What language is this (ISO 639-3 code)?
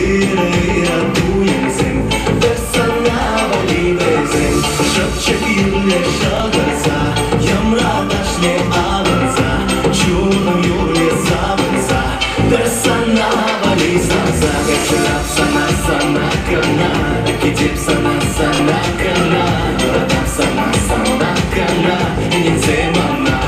chv